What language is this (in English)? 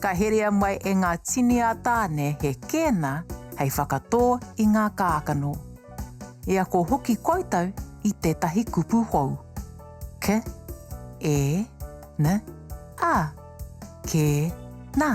Māori